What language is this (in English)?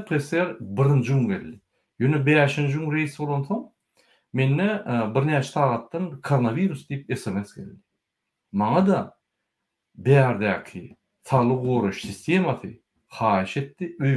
Turkmen